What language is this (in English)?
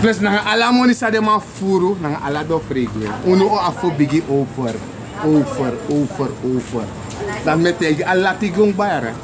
Sranan Tongo